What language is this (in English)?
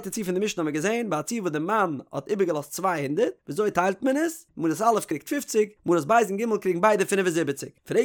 Yiddish